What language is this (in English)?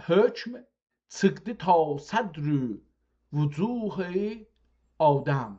South Azerbaijani